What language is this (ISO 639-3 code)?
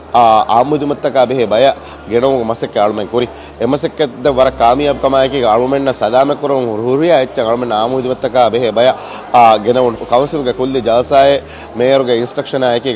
div